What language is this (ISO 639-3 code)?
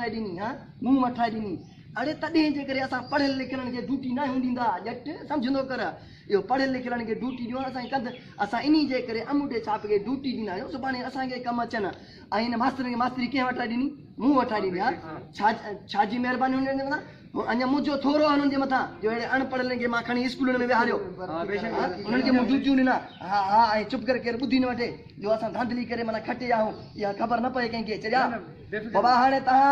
snd